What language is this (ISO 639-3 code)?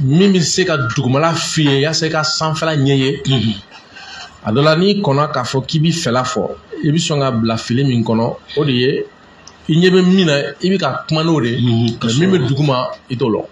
bam